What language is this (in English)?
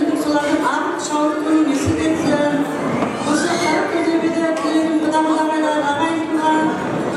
Kara-Kalpak